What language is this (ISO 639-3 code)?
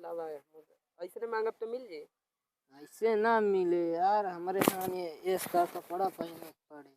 awa